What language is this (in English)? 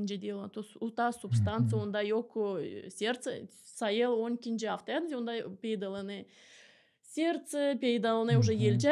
Gagauz